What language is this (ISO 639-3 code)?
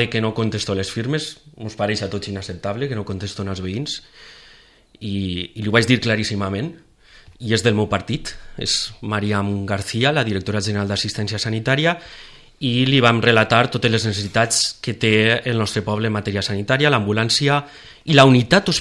cat